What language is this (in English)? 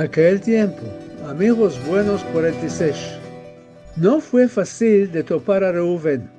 Ladino